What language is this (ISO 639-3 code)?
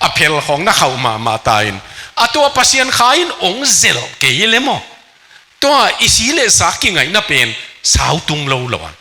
ctd